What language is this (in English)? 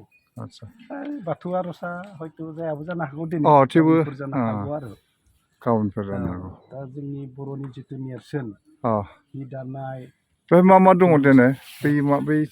Bodo